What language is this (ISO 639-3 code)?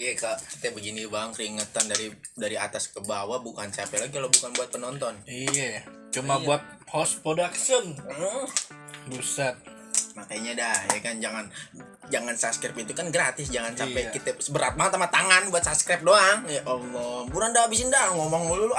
bew